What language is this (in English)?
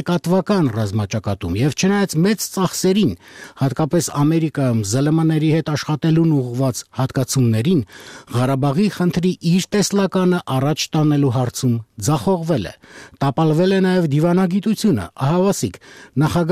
Armenian